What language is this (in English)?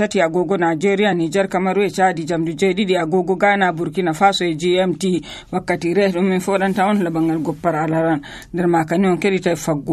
Nigerian Fulfulde